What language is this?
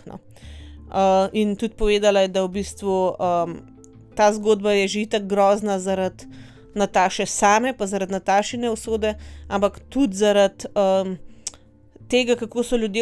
Slovenian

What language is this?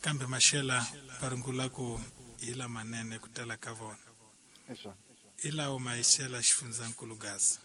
Tsonga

